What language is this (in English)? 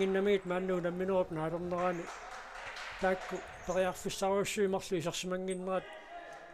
Kalaallisut